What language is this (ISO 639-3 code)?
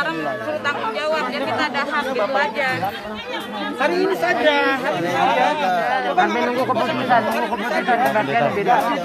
ind